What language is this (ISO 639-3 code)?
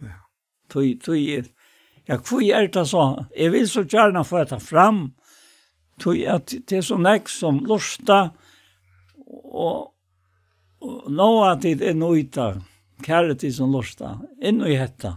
fao